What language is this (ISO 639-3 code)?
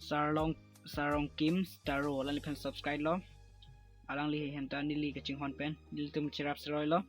mjw